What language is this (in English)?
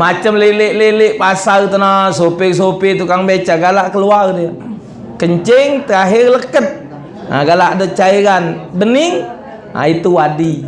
Musi